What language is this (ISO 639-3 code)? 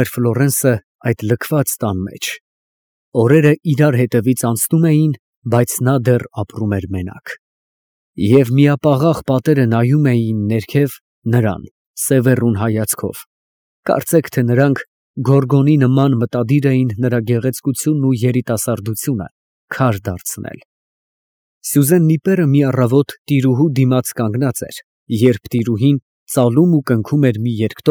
hye